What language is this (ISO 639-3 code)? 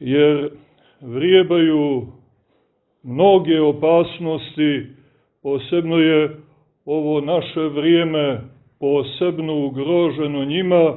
srp